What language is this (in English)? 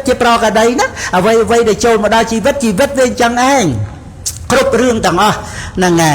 Khmer